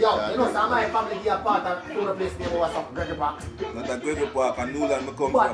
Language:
Jamaican Creole English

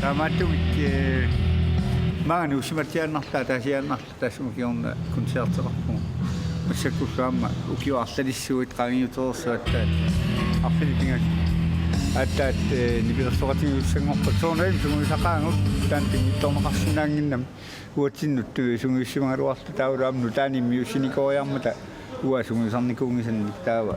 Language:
Kalaallisut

